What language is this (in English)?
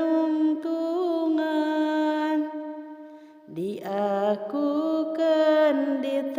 Sundanese